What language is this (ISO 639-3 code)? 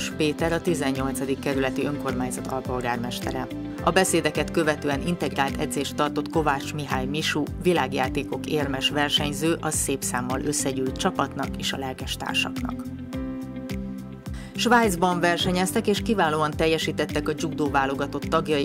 hun